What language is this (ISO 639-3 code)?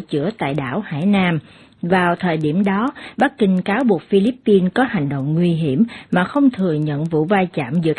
vie